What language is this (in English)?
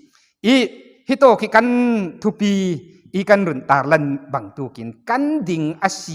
Falam Chin